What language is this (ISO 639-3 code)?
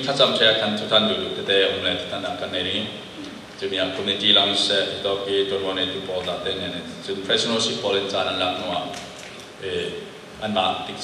cfm